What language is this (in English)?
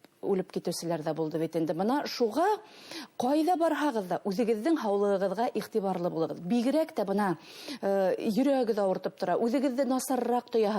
Bashkir